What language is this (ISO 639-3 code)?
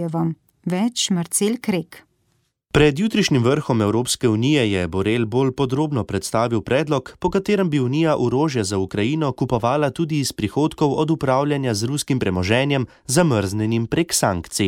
slv